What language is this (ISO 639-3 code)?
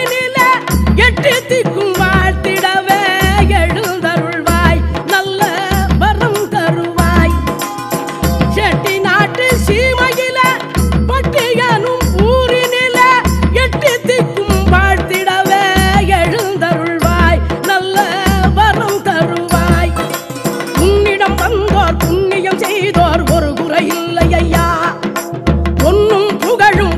tam